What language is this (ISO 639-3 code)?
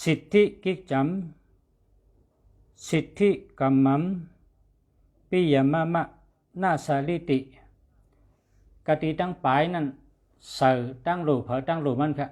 shn